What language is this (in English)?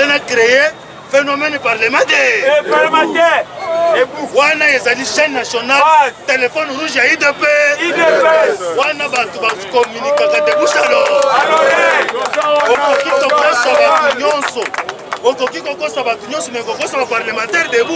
Lingala